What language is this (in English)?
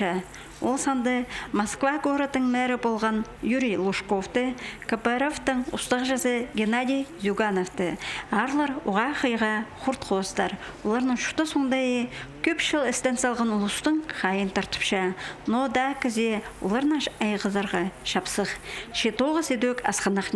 Khakas